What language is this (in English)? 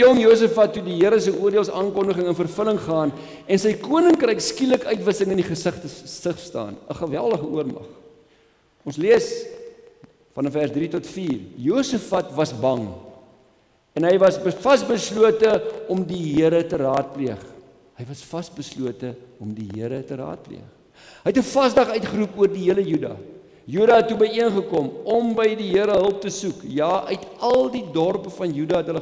Afrikaans